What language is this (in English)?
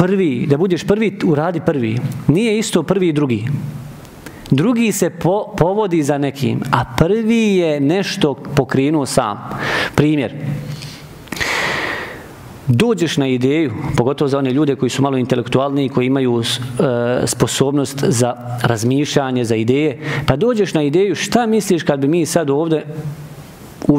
Bosnian